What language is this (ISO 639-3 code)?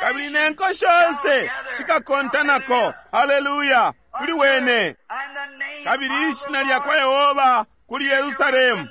bem